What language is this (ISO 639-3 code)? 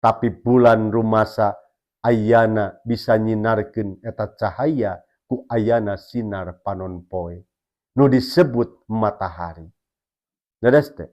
sun